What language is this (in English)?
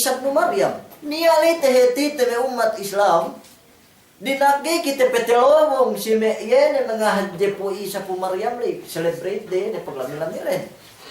Yakan